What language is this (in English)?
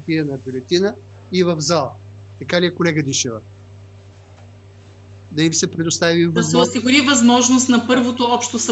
Bulgarian